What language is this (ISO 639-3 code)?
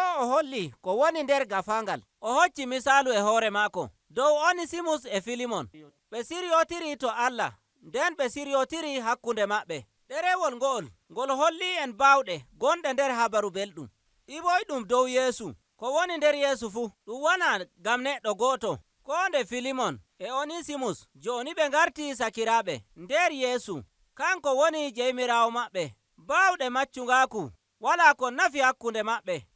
fuv